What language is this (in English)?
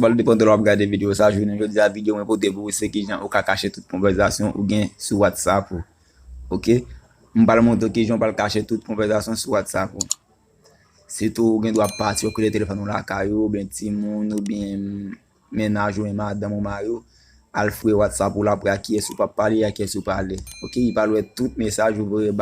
Haitian Creole